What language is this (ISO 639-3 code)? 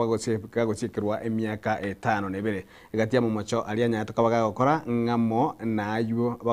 guz